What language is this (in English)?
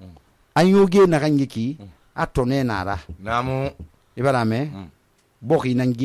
Susu